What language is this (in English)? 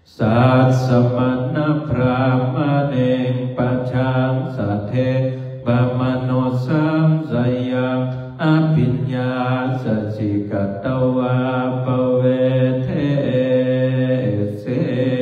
Pali